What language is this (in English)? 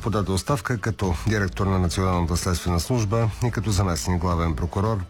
Bulgarian